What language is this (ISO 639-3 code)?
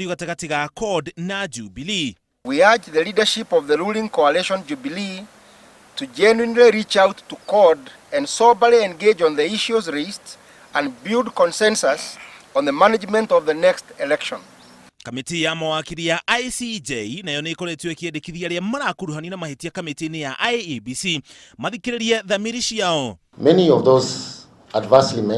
kik